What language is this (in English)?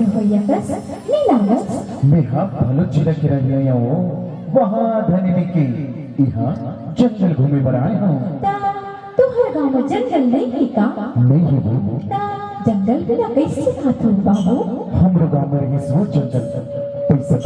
Chhattisgarhi